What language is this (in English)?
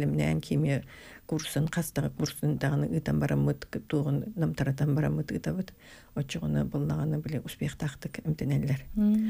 Yakut